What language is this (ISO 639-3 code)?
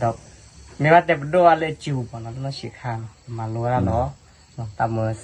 ksw